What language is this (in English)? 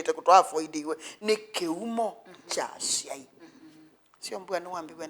Kamba